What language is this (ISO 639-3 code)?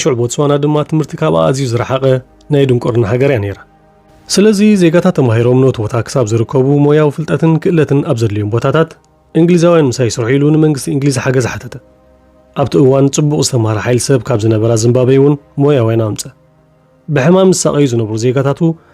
tir